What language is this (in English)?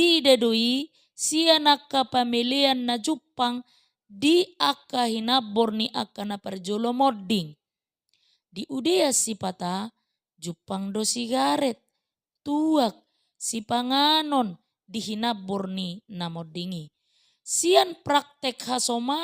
Batak Toba